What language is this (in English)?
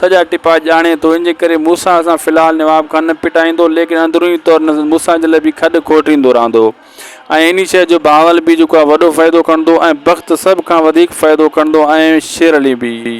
Sindhi